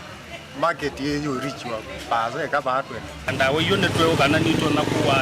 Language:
Kamba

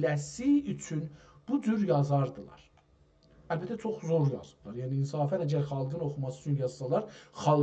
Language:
South Azerbaijani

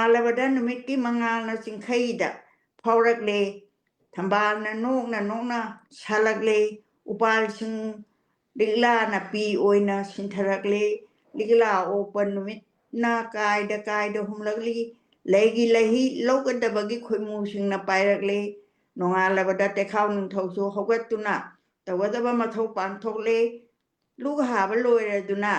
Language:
Manipuri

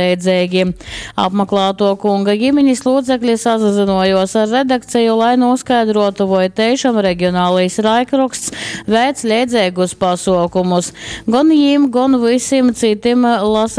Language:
Latgalian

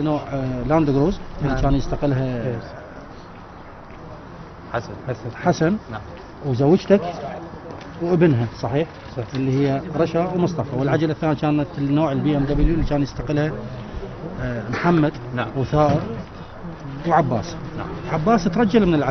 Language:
Mesopotamian Arabic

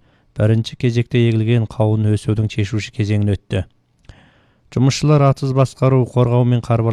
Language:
Kazakh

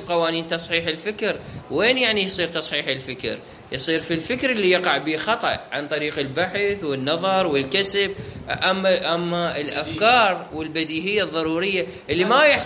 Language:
Mesopotamian Arabic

